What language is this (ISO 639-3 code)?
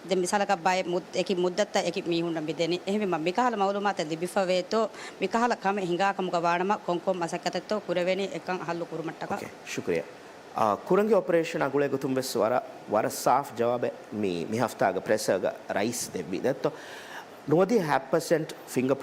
div